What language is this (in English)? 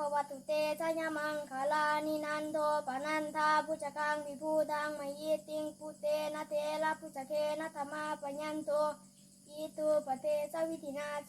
Pali